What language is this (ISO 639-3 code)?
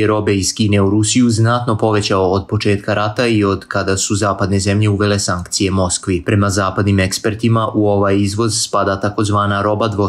hrv